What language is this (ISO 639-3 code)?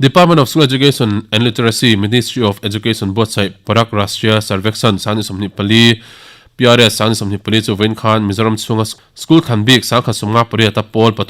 lus